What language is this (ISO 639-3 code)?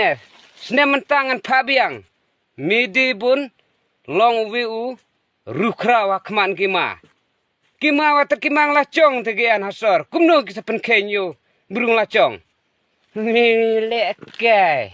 kha